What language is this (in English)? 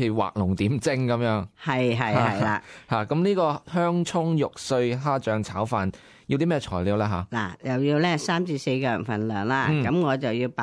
Cantonese